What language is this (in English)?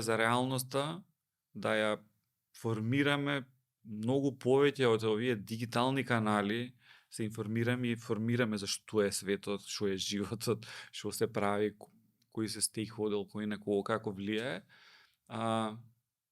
Macedonian